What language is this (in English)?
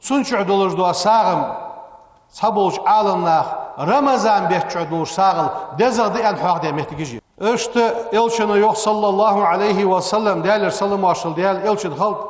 Ingush